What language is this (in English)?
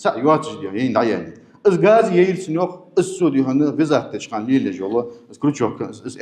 Ingush